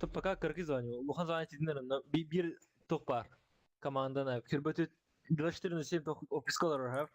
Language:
Yakut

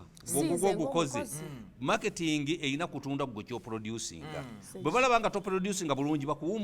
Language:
Ganda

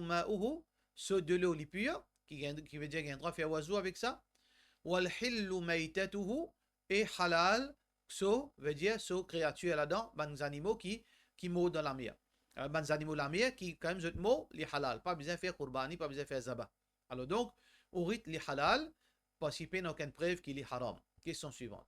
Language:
Morisyen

